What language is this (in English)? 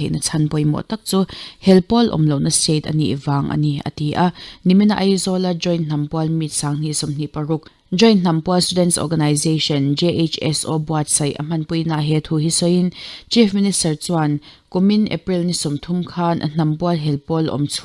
Mizo